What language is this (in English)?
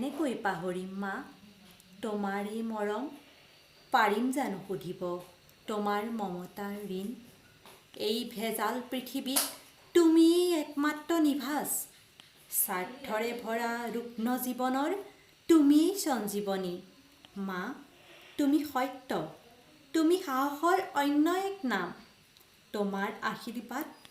Assamese